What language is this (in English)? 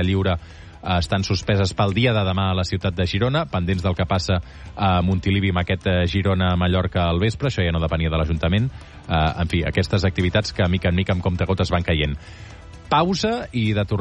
Catalan